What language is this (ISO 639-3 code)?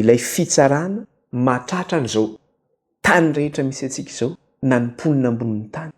mlg